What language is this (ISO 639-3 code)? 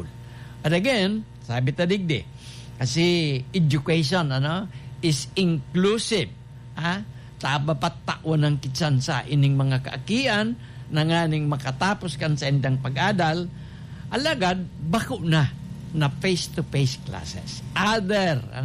bik